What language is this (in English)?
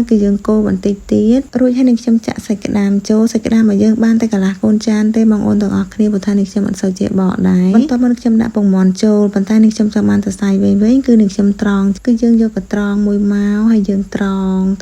Khmer